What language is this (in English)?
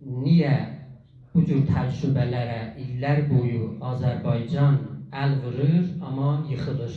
South Azerbaijani